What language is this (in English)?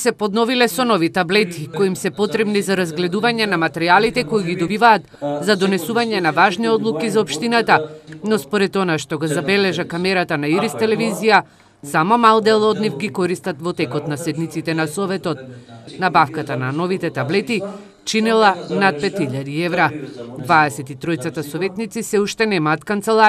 Macedonian